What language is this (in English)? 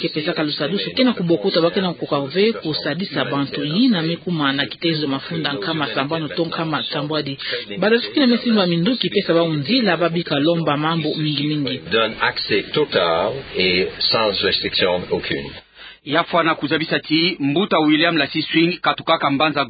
Kituba (Democratic Republic of Congo)